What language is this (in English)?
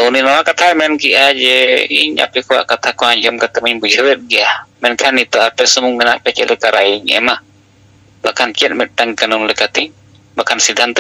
Santali